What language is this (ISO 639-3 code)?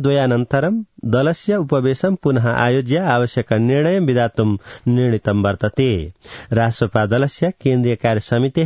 san